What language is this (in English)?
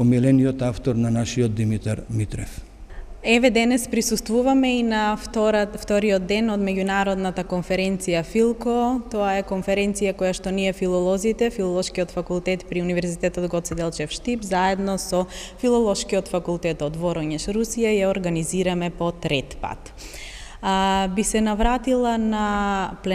Macedonian